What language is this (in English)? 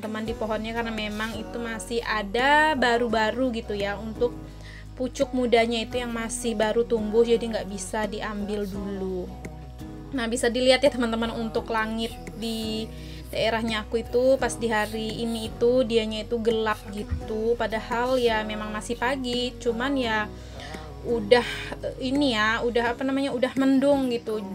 Indonesian